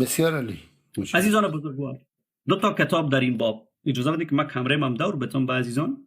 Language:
Persian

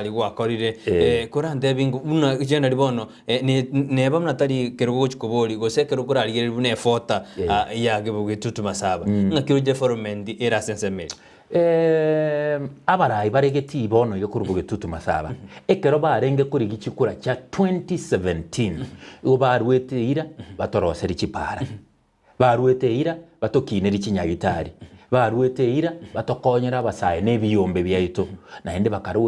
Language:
Gusii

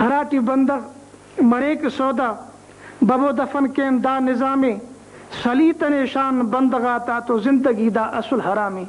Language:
Brahui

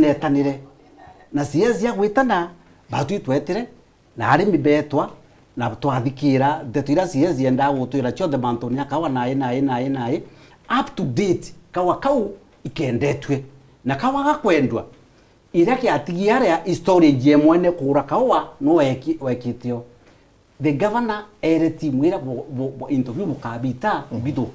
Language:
Meru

